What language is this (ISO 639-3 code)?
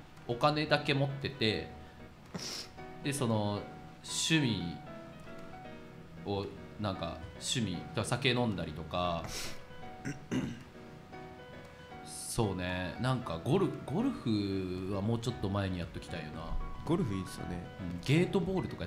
jpn